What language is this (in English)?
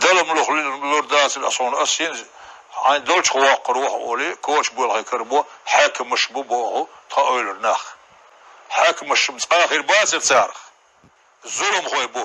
Chechen